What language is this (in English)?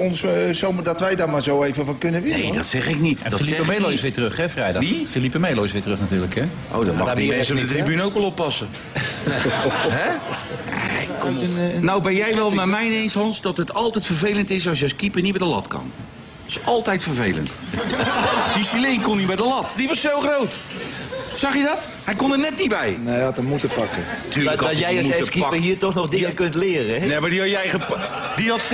Dutch